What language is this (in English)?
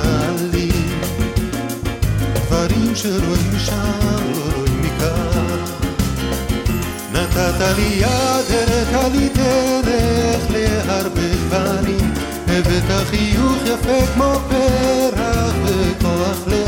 Hebrew